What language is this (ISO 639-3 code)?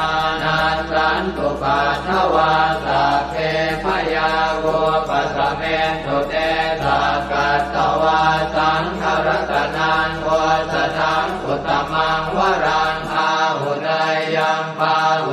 pli